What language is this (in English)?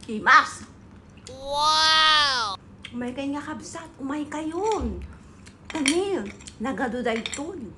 Iloko